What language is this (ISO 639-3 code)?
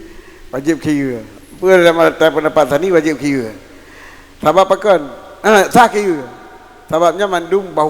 ace